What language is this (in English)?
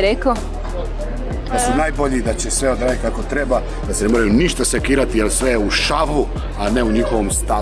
Croatian